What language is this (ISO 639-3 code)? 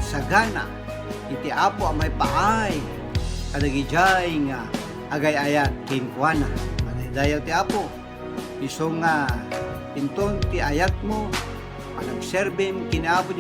ilo